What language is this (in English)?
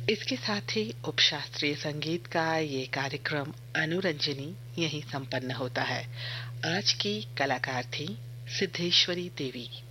Hindi